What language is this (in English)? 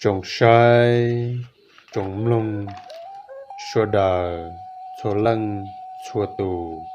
Hmong